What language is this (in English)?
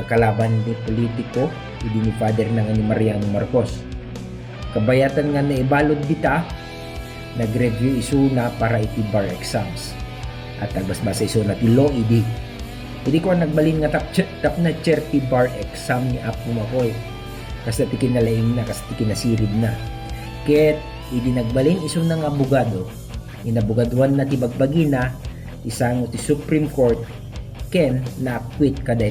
Iloko